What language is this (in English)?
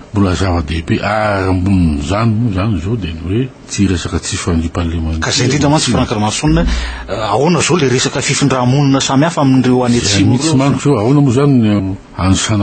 Malagasy